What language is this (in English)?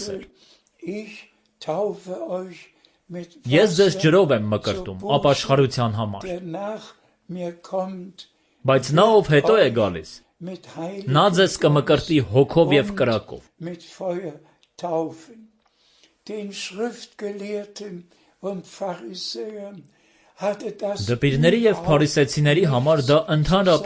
Armenian